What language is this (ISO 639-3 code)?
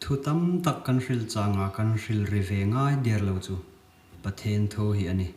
hmr